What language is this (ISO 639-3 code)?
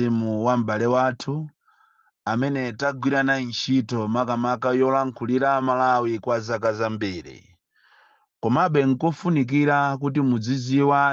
nya